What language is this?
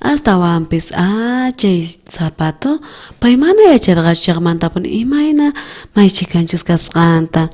South Bolivian Quechua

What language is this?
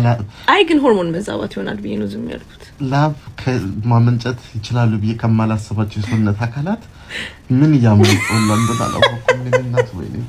Amharic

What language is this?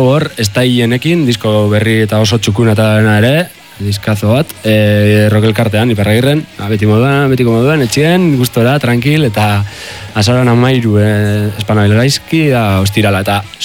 Basque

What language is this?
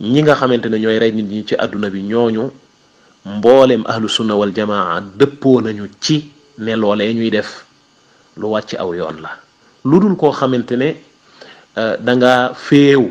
Wolof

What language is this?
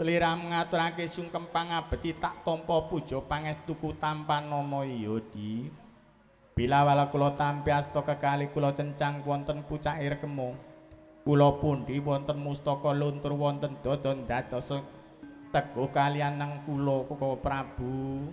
Javanese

